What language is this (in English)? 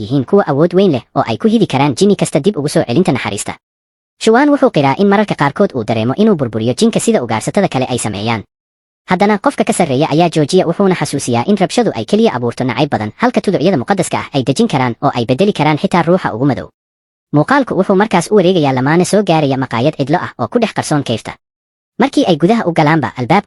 Somali